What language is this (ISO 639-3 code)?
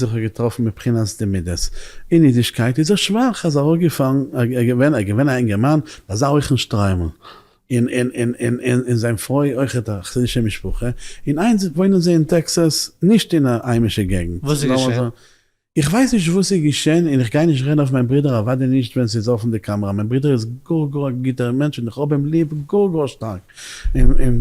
yid